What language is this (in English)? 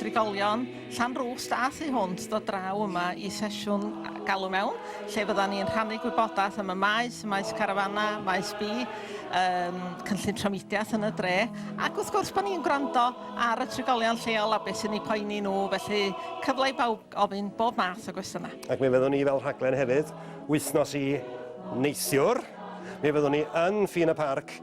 Welsh